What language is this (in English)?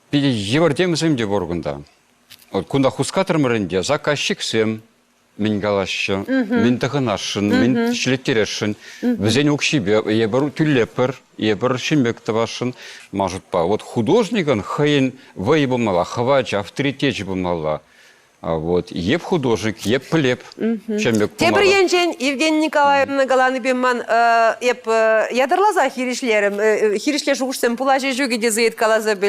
Chuvash